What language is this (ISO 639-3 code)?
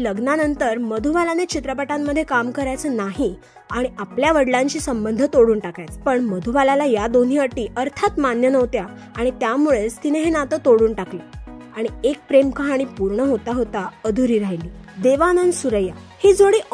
mar